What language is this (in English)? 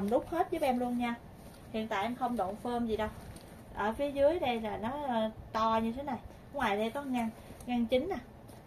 Vietnamese